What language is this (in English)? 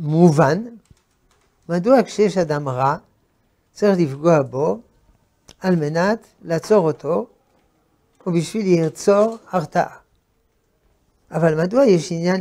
Hebrew